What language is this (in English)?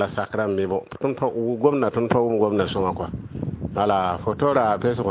Mossi